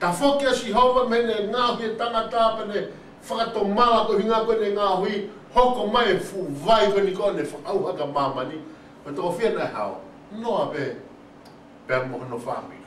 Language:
Tongan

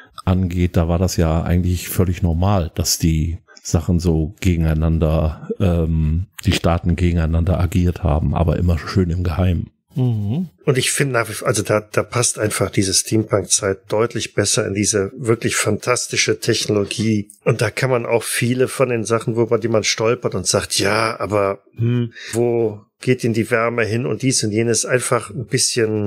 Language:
German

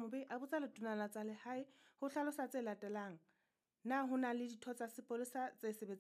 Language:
Southern Sotho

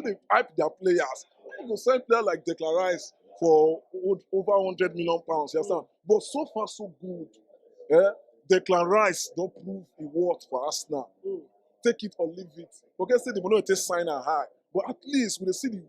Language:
Nigerian Pidgin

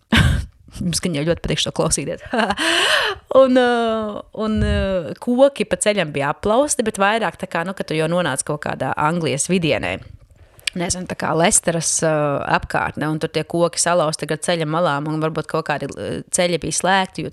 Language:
Latvian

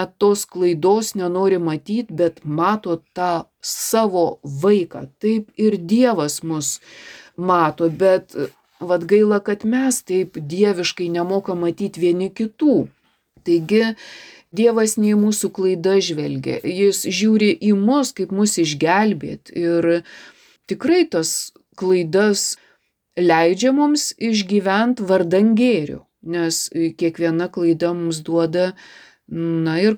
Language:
Lithuanian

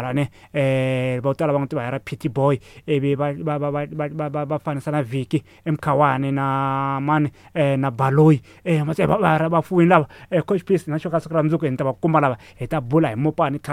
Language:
Tsonga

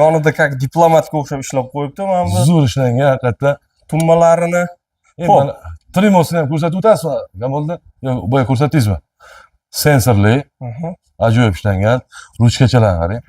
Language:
Uzbek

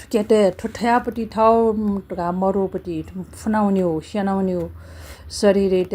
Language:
Newari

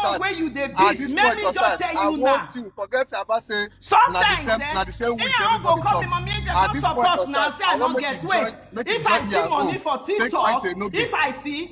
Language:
Nigerian Pidgin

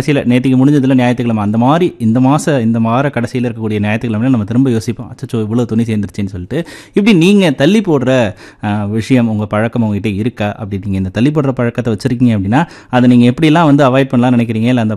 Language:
Tamil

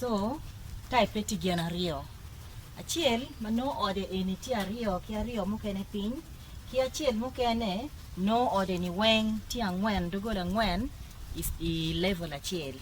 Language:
Acoli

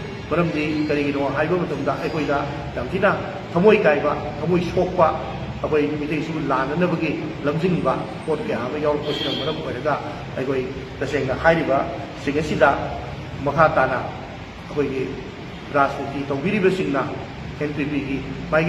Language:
Manipuri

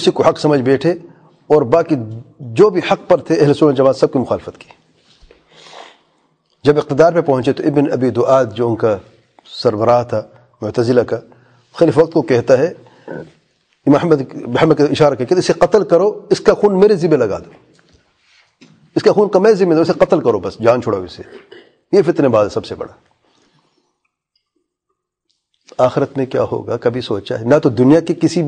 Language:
Urdu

